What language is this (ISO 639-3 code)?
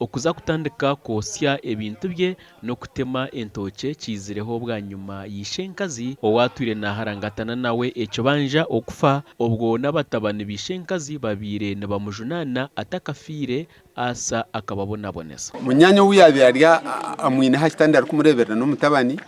nyn